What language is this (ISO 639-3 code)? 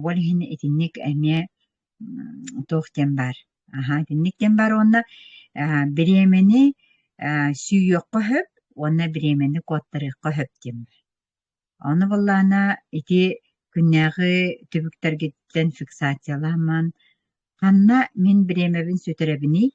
sah